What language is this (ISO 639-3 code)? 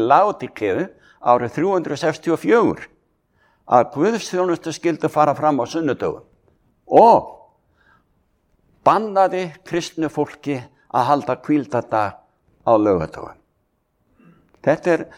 isl